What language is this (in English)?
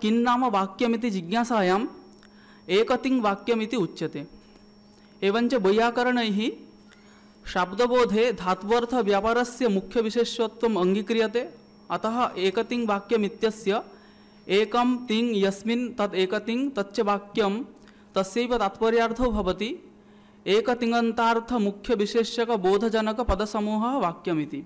Sanskrit